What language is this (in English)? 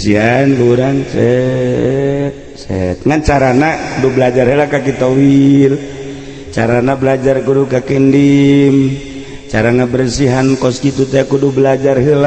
Sundanese